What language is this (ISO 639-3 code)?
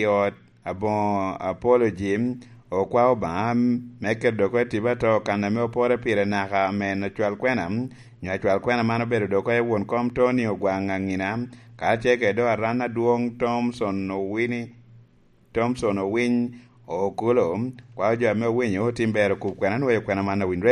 laj